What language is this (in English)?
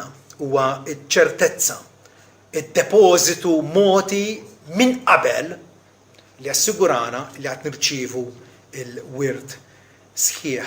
Maltese